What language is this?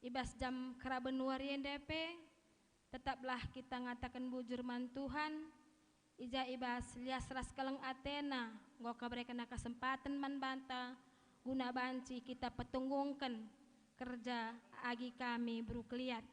Batak Karo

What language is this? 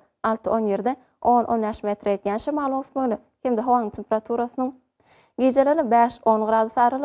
Turkmen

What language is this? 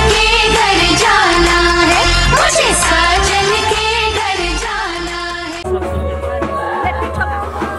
Hindi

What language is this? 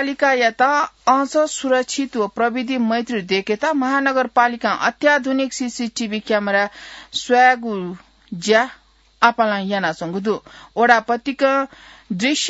Newari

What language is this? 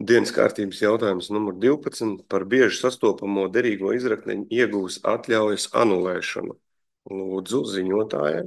Latvian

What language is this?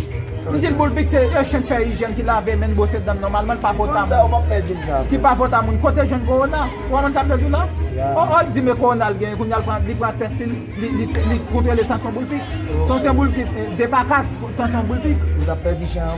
Haitian Creole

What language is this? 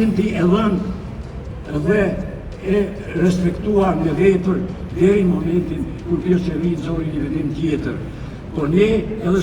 Albanian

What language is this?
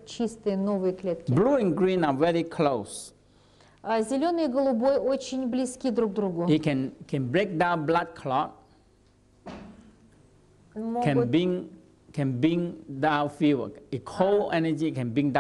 Russian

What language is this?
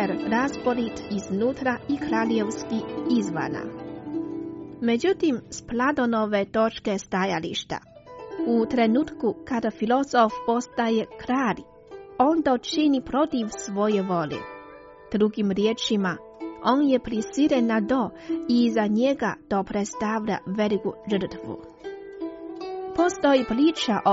Croatian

